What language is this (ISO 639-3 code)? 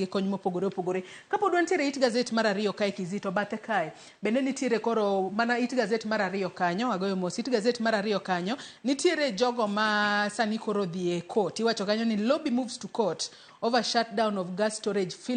luo